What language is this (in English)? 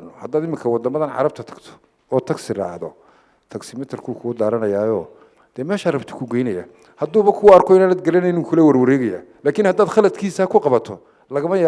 Somali